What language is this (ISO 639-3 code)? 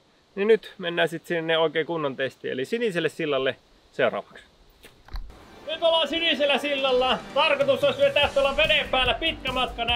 fin